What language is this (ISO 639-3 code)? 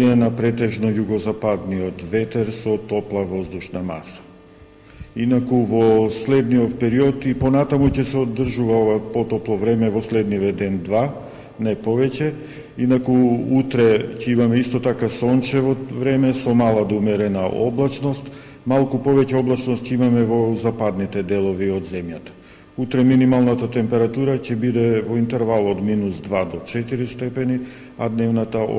mkd